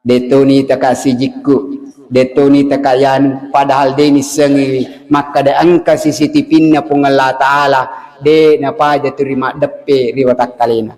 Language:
Buginese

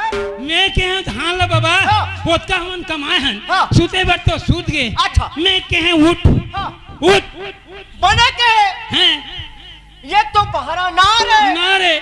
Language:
Chhattisgarhi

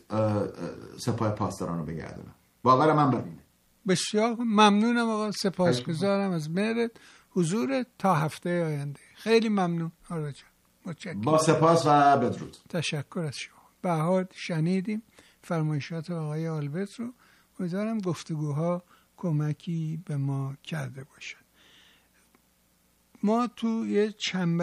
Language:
Persian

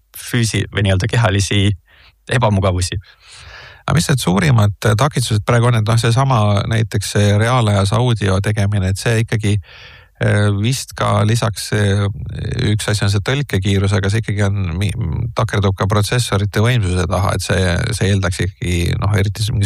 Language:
Estonian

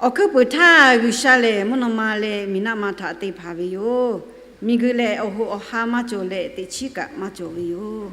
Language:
Lahu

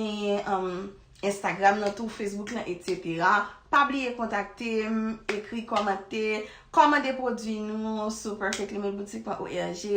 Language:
Haitian Creole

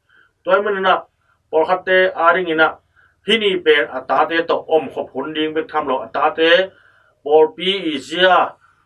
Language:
Tedim Chin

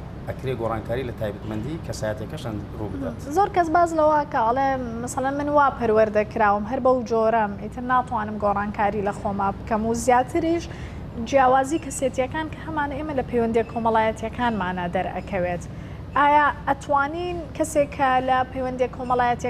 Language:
Central Kurdish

